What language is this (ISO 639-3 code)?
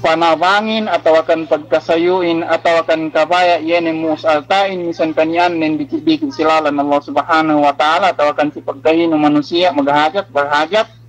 yka